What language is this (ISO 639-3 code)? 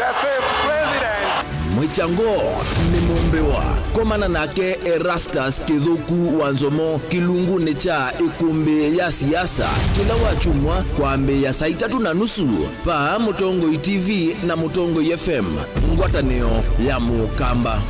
kam